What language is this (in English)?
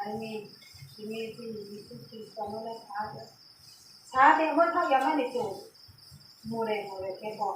Riang (India)